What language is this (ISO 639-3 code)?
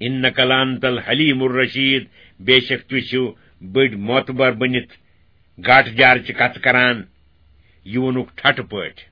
kas